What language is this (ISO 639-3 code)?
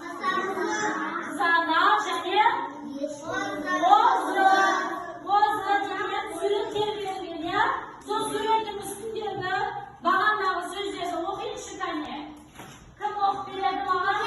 kaz